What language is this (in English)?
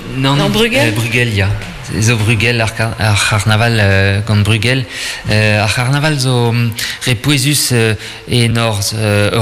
Breton